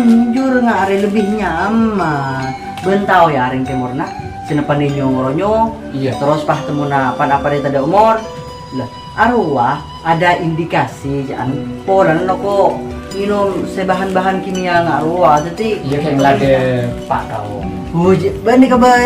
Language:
Madurese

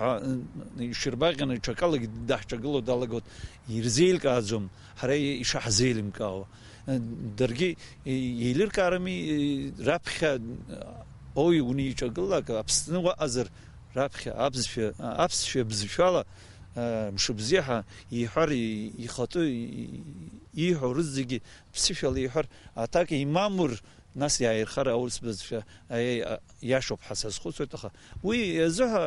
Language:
Abkhazian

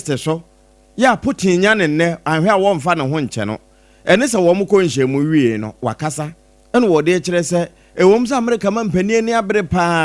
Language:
Akan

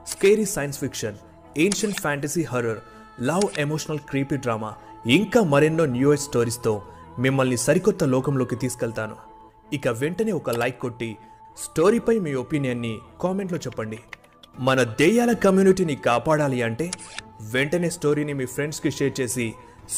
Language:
Telugu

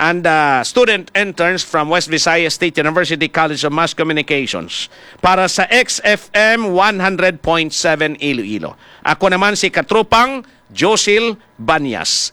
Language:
Hiligaynon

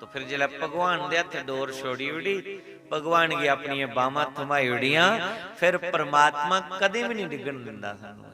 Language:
Dogri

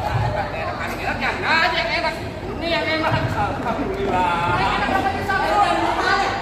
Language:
Betawi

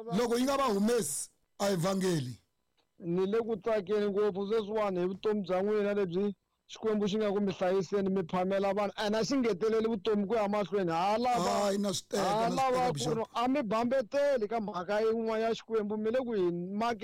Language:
Tsonga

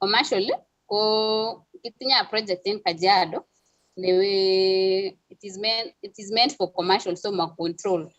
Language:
Kalenjin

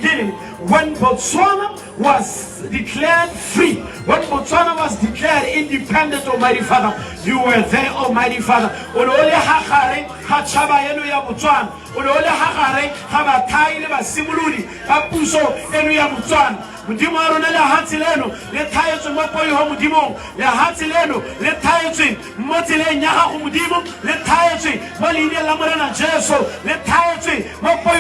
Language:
Tswana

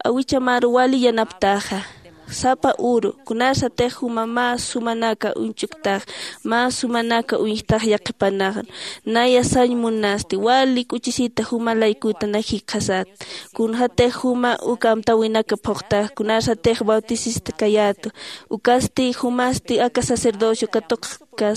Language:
Aymara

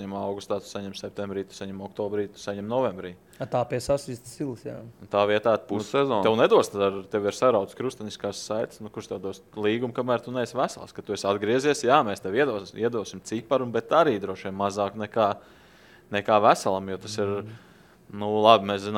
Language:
Latvian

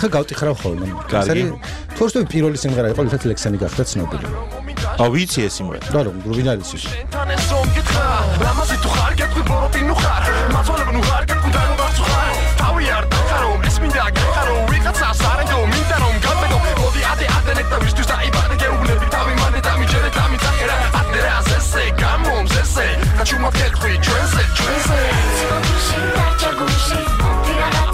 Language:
Georgian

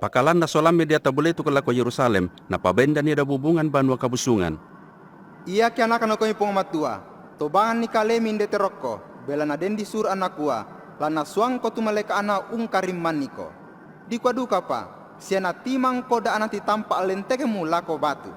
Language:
Toraja-Sa'dan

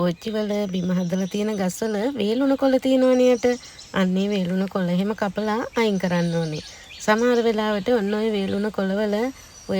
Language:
Sinhala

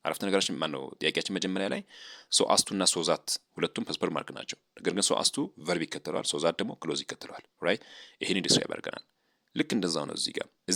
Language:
Amharic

